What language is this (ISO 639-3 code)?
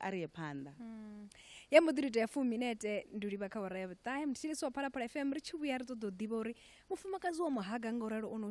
ven